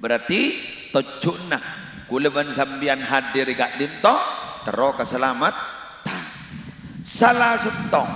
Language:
Madurese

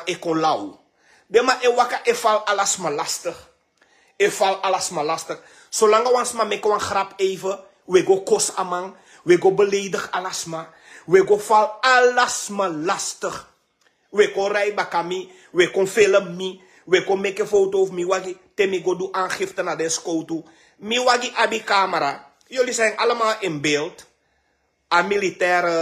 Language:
Sranan Tongo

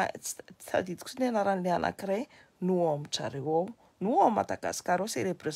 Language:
Malagasy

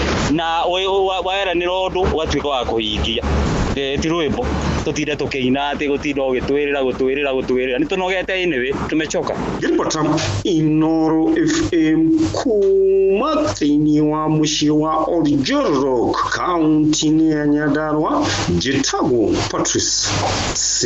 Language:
Kikuyu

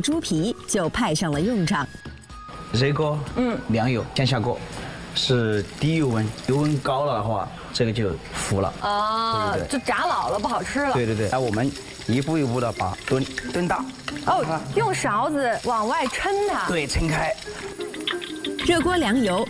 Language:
Chinese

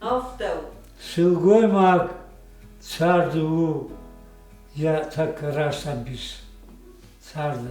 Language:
Ossetic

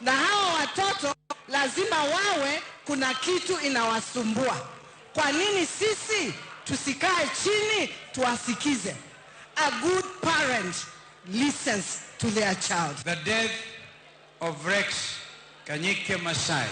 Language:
Luo (Kenya and Tanzania)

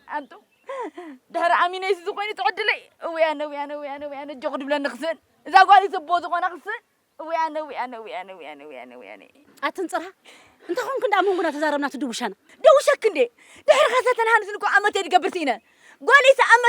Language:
Tigrinya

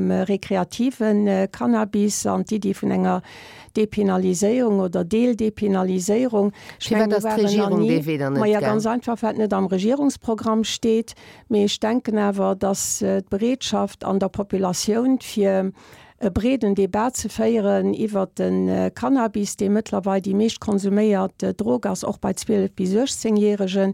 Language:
Luxembourgish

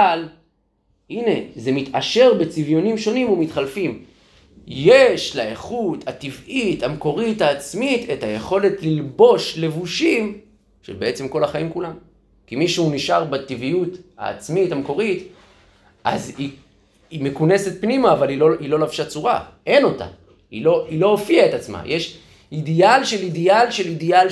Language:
Hebrew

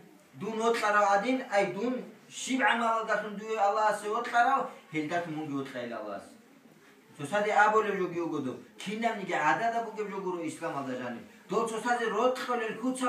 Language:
Avaric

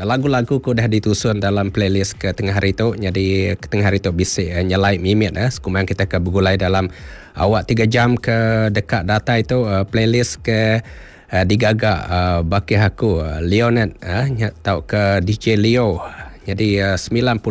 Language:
Iban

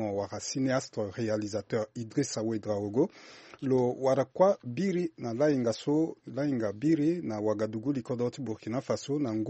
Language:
Sango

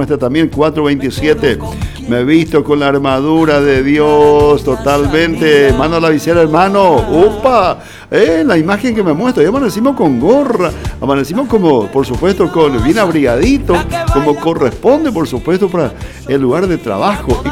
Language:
Spanish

